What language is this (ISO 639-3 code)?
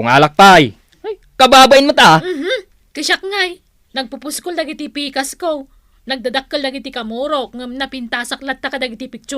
ilo